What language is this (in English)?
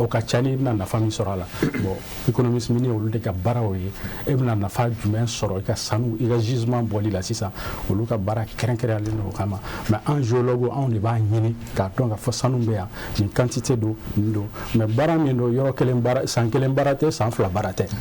Bambara